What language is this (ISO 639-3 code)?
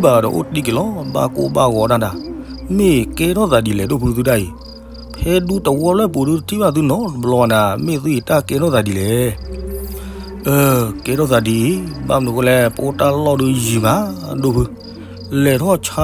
ksw